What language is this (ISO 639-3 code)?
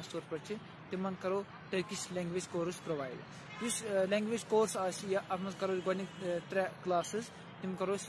kas